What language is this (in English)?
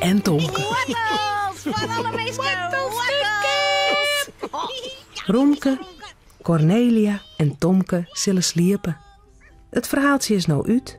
Western Frisian